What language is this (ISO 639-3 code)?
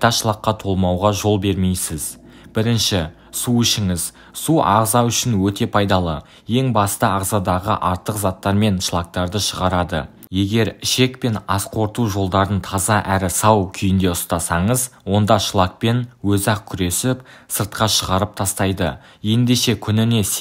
kaz